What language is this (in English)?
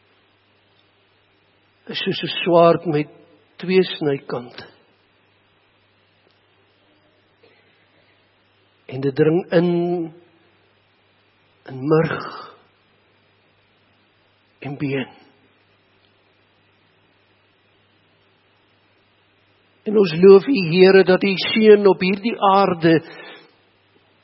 Afrikaans